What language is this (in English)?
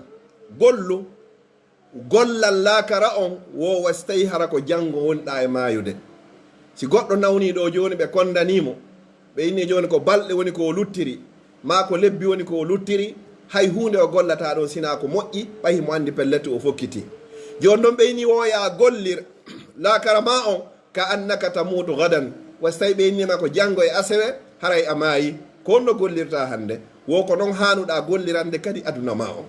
Pular